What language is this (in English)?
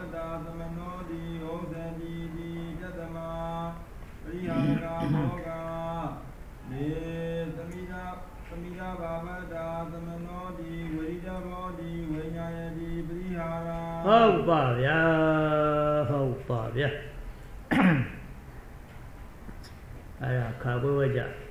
Burmese